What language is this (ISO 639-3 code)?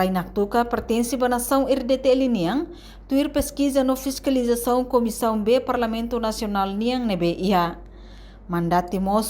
tet